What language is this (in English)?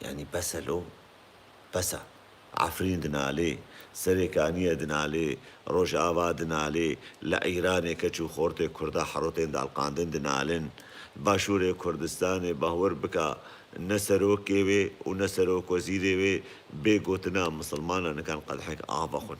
Kurdish